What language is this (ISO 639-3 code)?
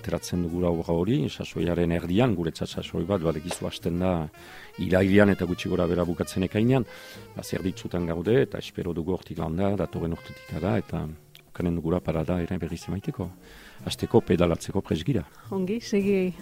eus